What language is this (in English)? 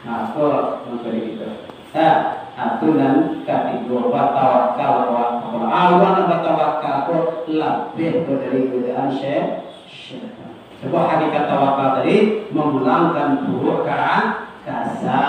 Minangkabau